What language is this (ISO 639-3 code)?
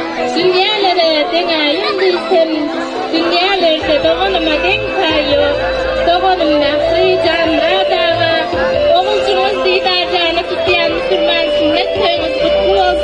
tuk